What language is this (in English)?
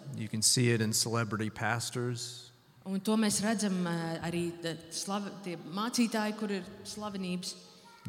Latvian